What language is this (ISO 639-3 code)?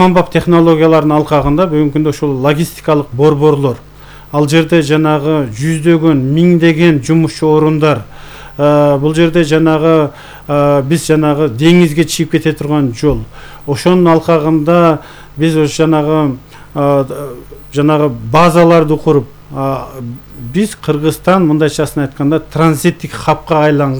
kir